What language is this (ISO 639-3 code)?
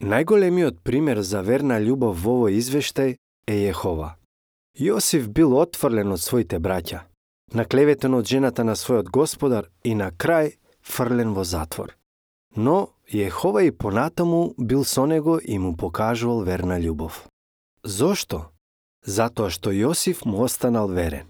mkd